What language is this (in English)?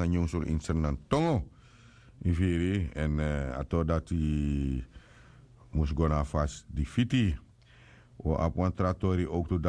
Sranan Tongo